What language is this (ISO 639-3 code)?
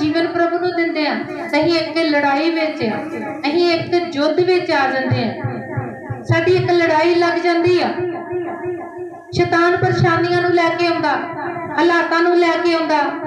pan